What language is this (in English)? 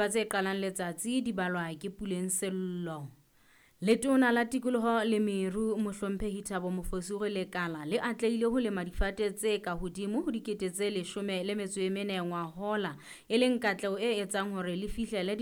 Southern Sotho